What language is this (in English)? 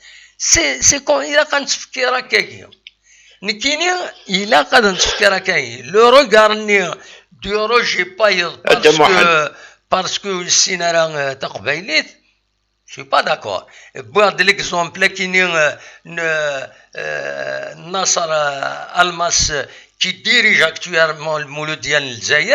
Kabyle